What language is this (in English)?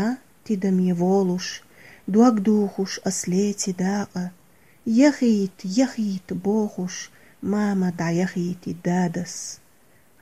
Chechen